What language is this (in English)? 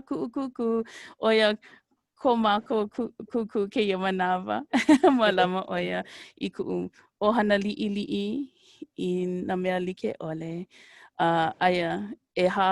Hawaiian